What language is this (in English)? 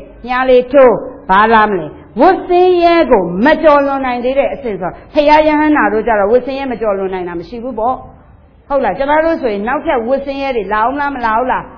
Burmese